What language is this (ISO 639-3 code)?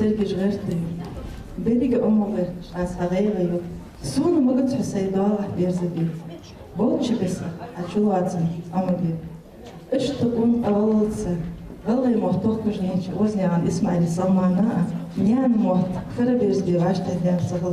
inh